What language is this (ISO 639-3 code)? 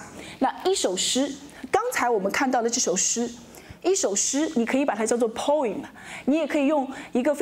zho